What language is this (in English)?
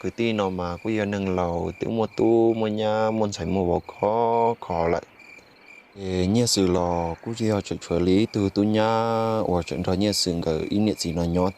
Hmong